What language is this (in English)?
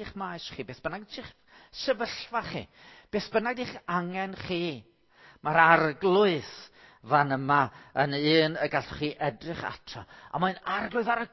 Welsh